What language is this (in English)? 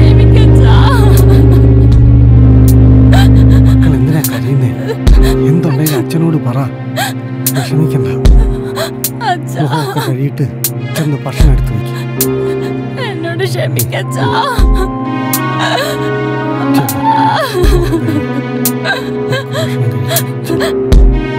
Malayalam